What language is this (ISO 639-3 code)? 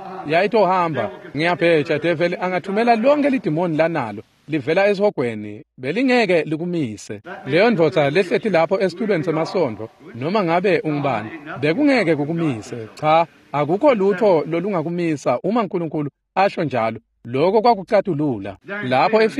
ssw